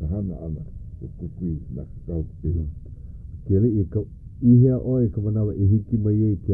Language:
Hawaiian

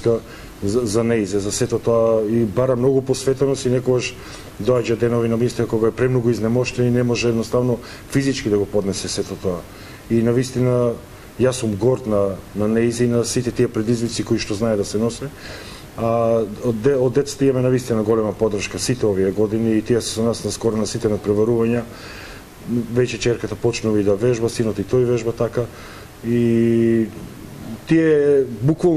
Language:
Macedonian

